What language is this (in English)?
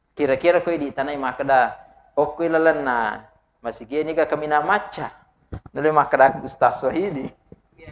Buginese